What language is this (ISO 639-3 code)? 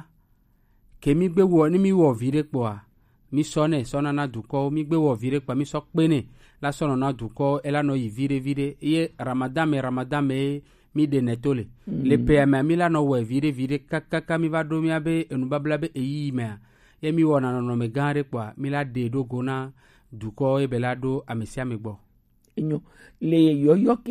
gej